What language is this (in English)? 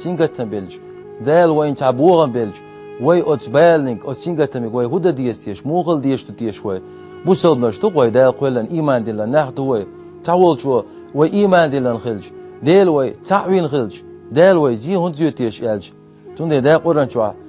Chechen